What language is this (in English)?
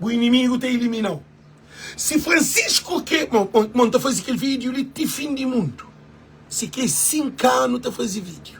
Kabuverdianu